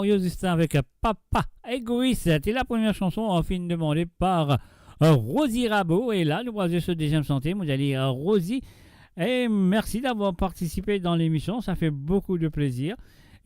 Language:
Morisyen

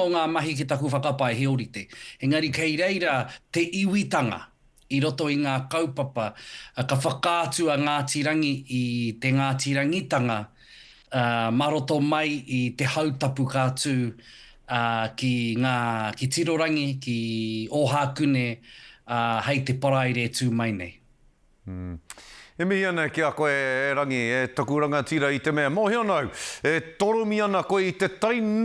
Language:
Māori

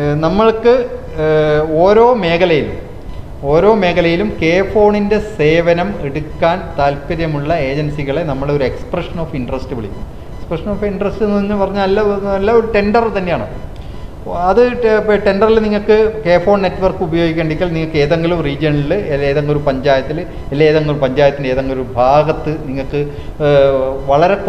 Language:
Malayalam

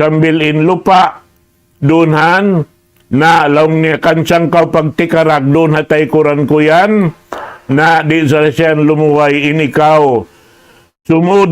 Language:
Tausug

